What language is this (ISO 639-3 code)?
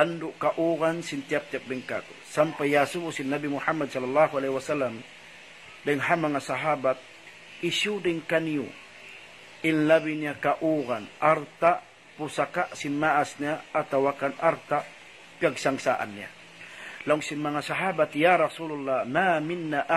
tsg